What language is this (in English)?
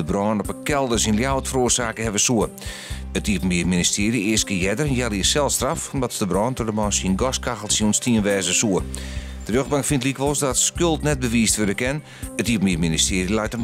Western Frisian